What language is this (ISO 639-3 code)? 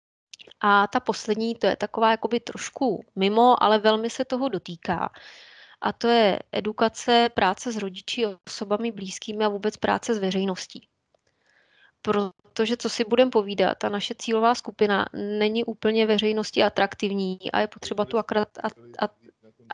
ces